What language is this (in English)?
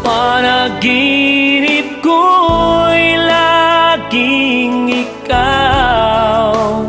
Iloko